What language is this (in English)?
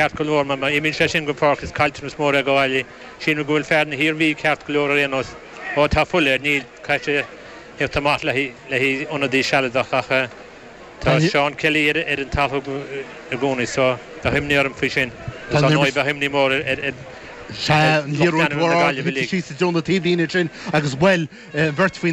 Irish